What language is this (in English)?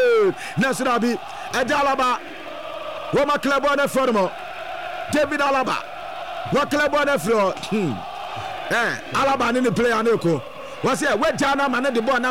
Akan